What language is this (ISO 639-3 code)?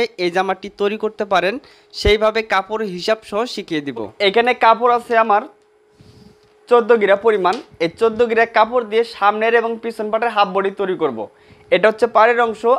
ben